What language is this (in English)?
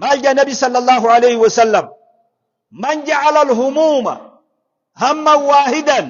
Oromo